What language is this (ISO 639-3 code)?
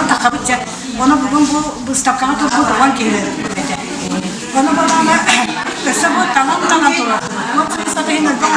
sah